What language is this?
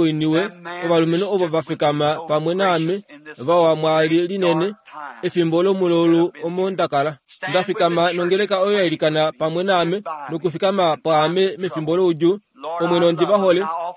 Kuanyama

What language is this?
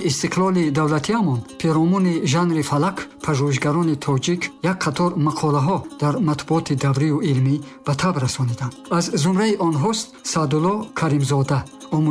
Tajik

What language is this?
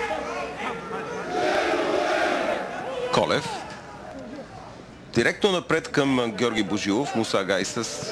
Bulgarian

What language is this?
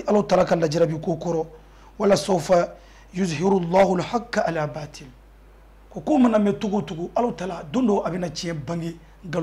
Bambara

